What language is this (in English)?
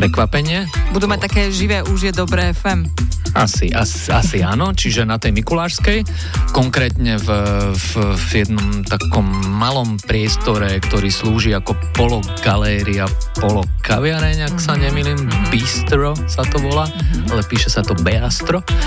Slovak